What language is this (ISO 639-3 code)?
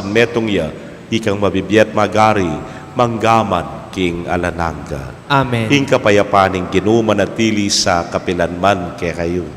pam